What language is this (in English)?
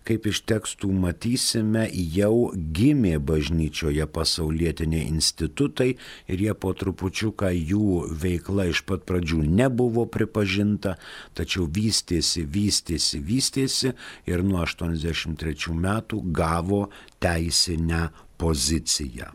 Lithuanian